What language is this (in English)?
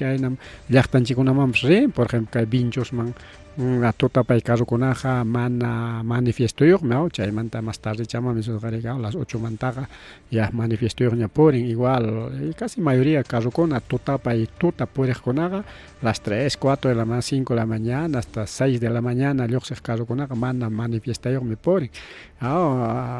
Ayacucho Quechua